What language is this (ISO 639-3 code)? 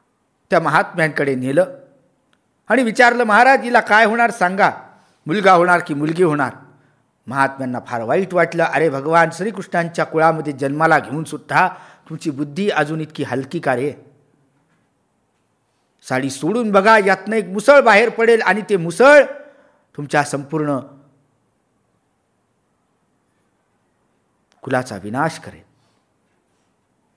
mar